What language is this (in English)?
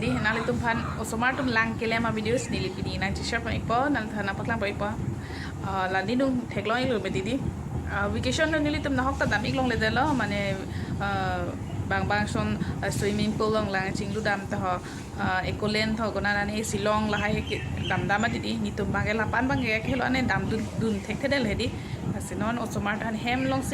Karbi